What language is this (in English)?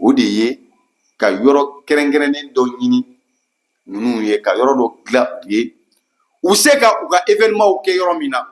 Bambara